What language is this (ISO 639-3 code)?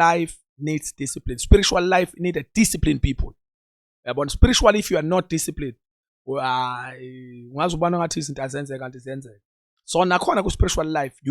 zul